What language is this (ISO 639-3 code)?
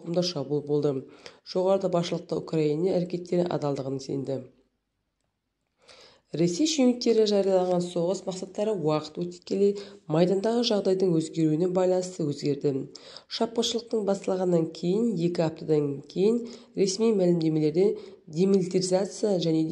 kaz